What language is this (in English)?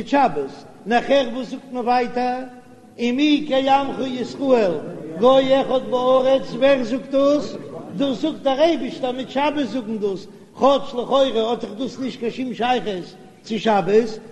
Yiddish